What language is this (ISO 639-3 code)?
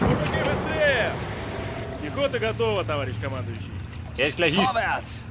bar